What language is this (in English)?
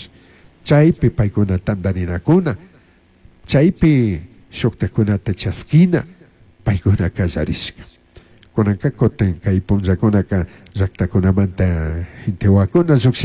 Chimborazo Highland Quichua